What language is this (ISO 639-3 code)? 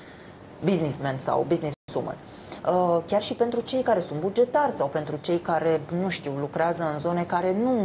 ron